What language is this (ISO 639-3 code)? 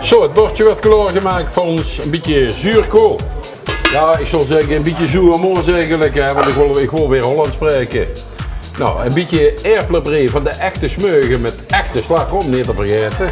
lim